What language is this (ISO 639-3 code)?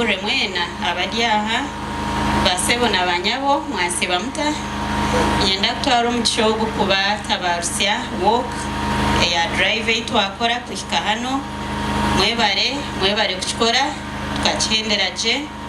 nyn